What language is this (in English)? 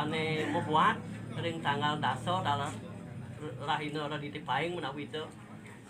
Balinese